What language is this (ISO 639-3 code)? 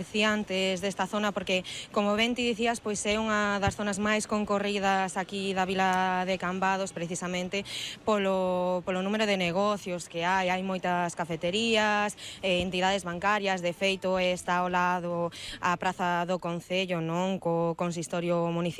glg